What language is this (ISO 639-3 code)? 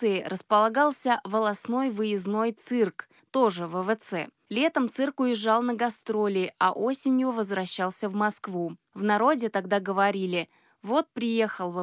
rus